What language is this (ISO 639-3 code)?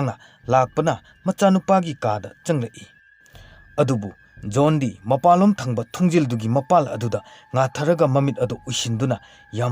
mni